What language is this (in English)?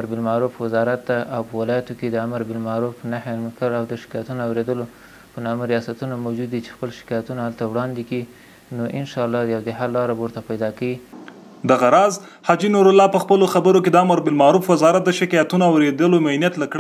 Pashto